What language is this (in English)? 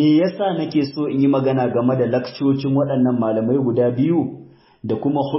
Hausa